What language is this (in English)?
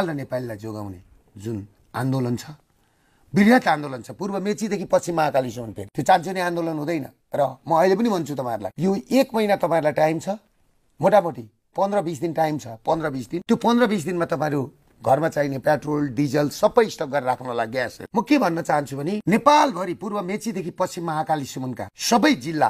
Nepali